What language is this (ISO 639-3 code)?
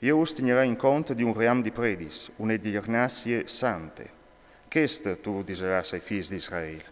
fur